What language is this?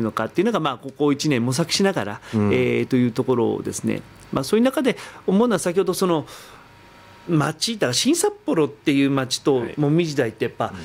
Japanese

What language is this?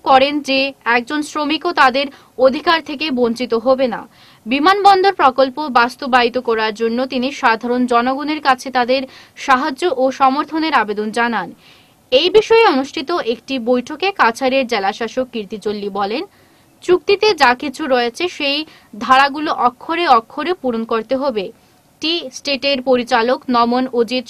Bangla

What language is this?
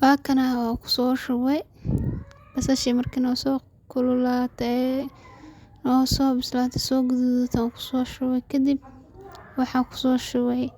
Somali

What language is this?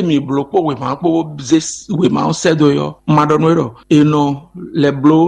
Fon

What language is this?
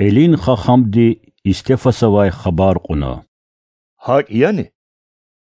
Lezghian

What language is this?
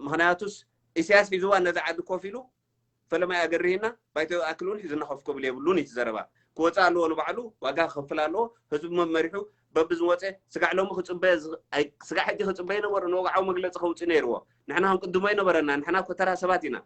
Tigrinya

